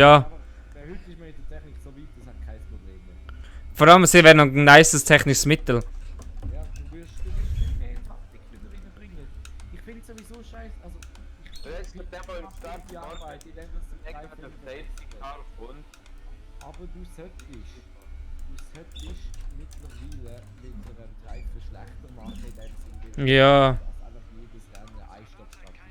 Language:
Swiss German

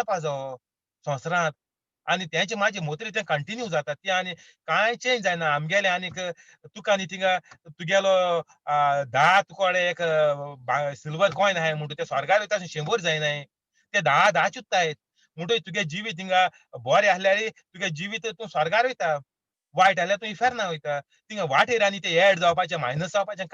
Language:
Konkani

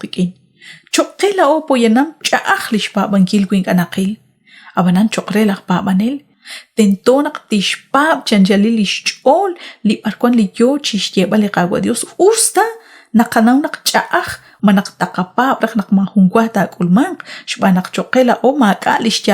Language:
Kekchí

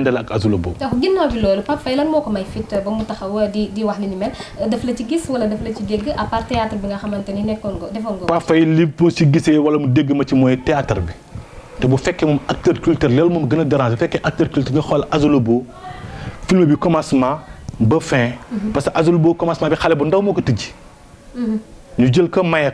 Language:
Wolof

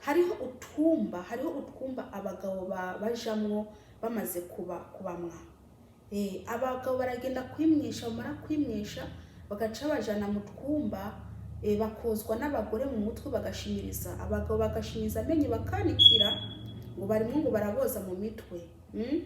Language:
Kinyarwanda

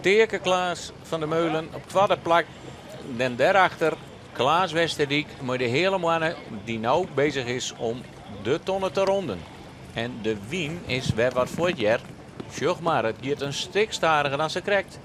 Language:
Western Frisian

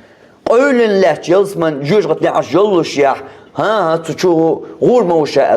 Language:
Chechen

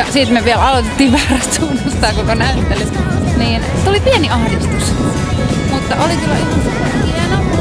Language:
Finnish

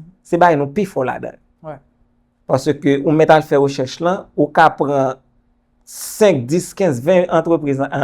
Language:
Haitian Creole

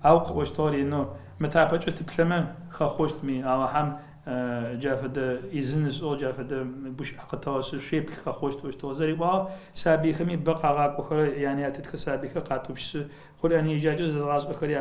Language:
Adyghe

